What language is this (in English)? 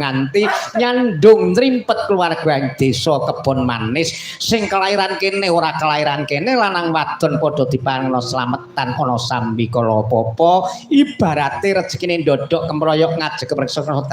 Javanese